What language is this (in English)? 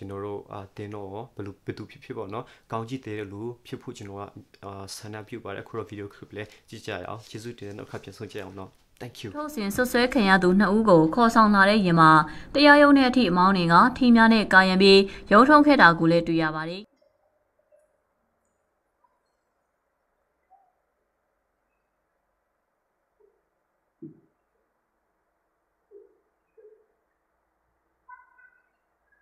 Burmese